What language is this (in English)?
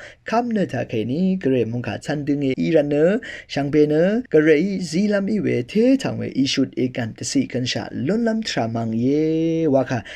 Rawang